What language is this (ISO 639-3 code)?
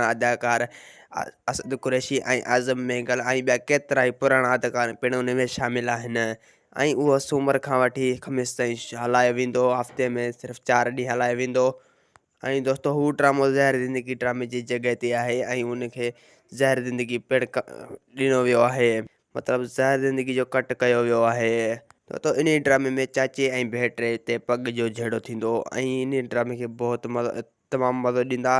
snd